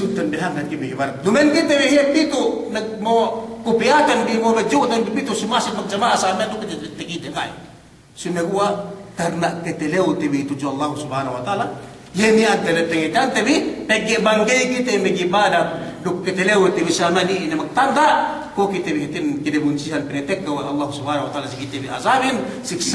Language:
Yakan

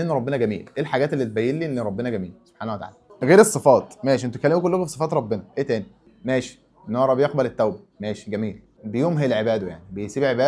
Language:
Egyptian Arabic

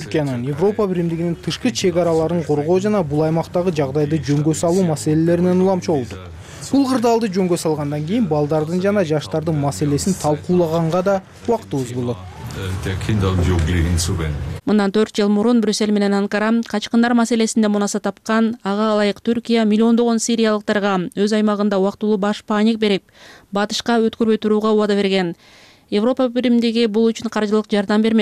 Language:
Kyrgyz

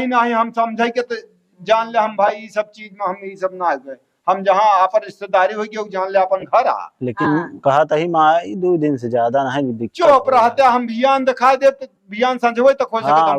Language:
Awadhi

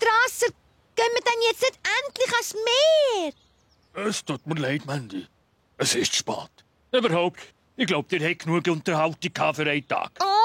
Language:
Swiss German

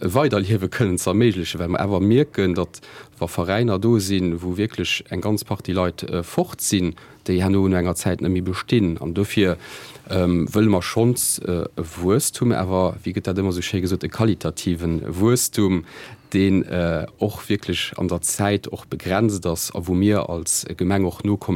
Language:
Luxembourgish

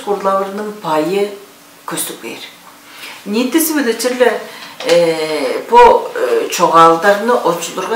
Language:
Tuvinian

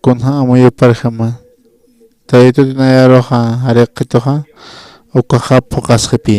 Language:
Aymara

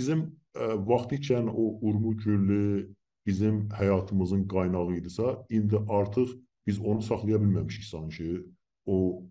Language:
South Azerbaijani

